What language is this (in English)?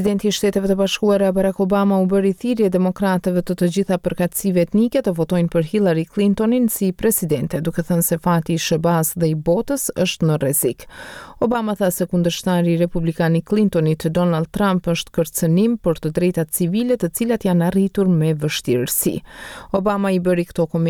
Albanian